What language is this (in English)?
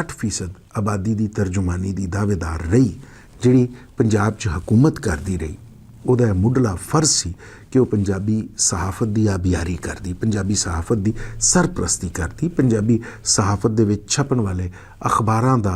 Western Panjabi